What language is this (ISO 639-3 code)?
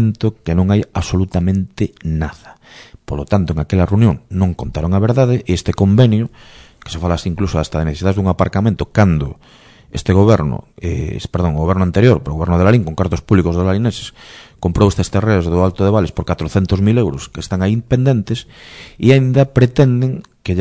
glg